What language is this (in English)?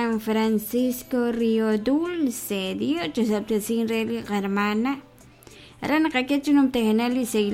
Kekchí